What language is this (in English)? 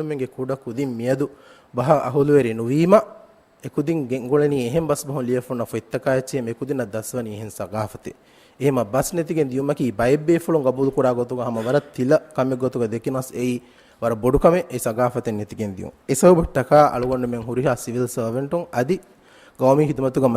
Divehi